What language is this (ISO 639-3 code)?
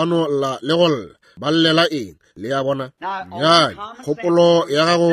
nso